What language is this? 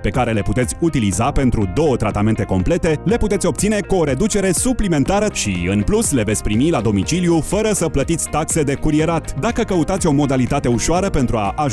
Romanian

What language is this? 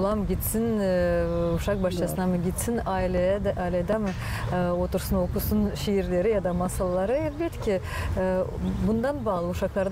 Gagauz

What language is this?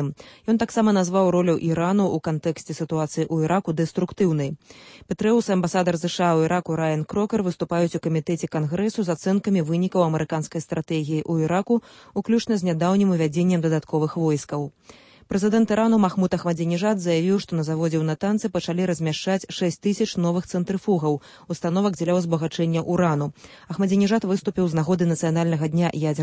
Belarusian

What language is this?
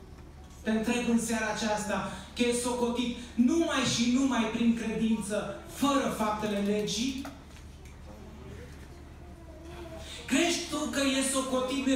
Romanian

